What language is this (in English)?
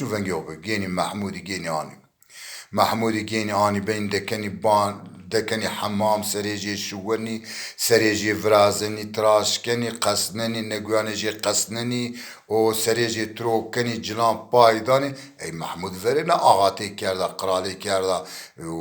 Zaza